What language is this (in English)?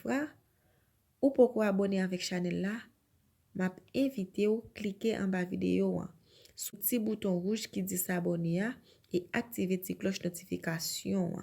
Haitian Creole